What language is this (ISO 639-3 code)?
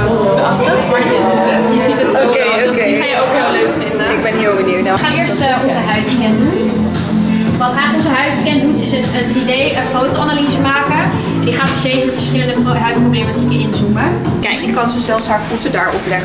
nld